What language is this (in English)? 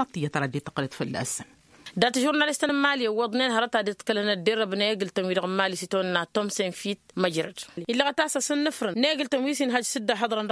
Tamasheq